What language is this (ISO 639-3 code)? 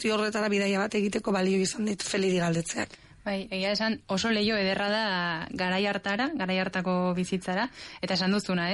eus